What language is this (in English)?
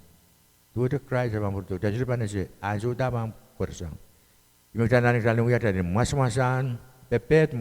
Pohnpeian